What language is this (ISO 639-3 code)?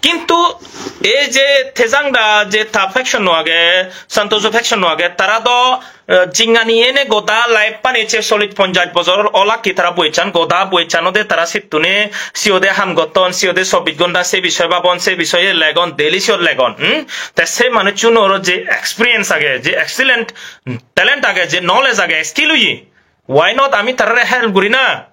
ccp